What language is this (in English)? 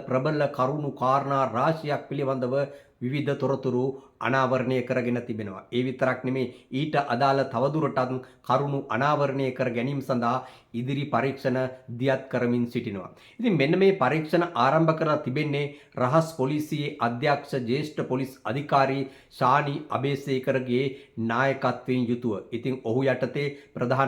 Sinhala